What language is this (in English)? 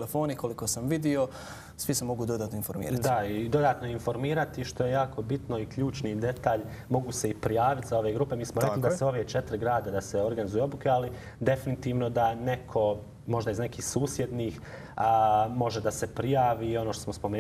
Croatian